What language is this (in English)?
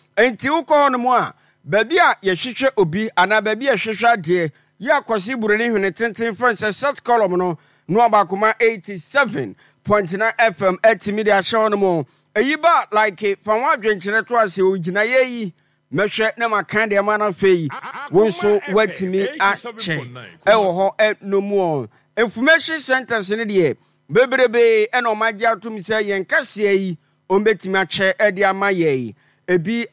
Akan